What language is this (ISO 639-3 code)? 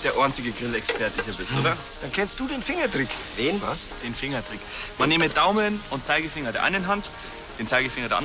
bar